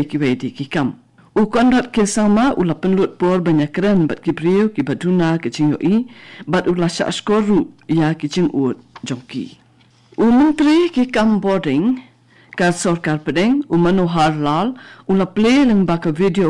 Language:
Khasi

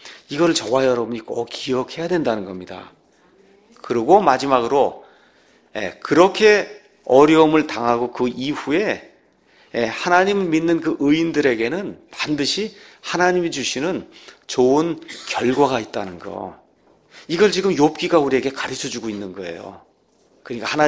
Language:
Korean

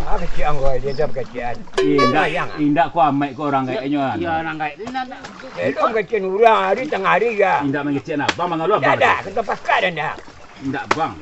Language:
Minangkabau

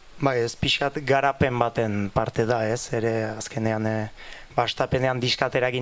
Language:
Basque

